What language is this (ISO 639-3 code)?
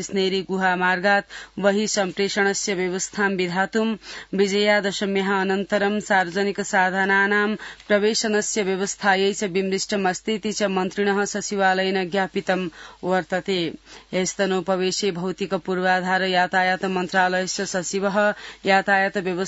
san